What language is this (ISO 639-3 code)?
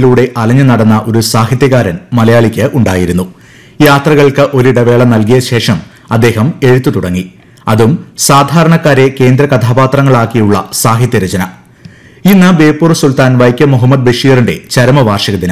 mal